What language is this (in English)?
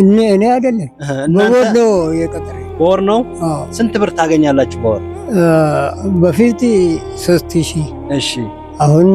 Amharic